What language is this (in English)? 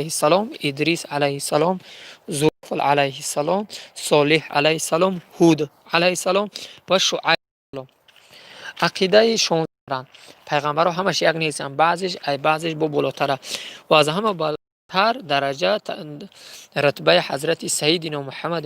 Tajik